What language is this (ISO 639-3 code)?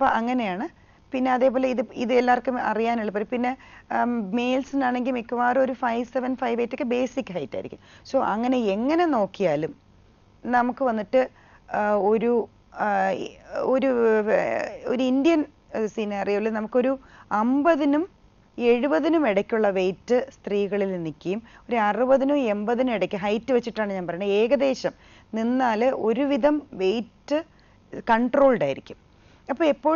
mal